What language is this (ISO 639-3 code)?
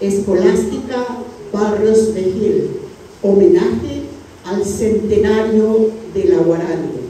grn